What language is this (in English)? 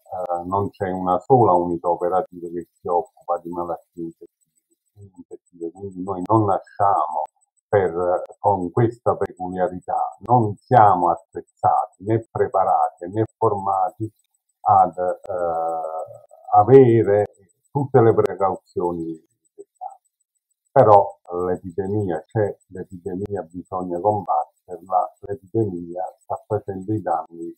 Italian